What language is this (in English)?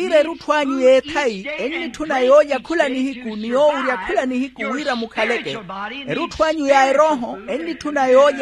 Makhuwa